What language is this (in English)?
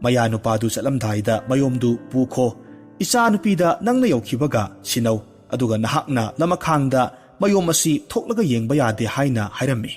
Manipuri